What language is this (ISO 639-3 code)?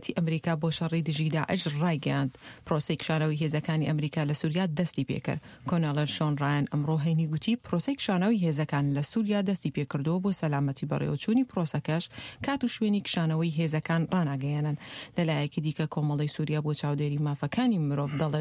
ckb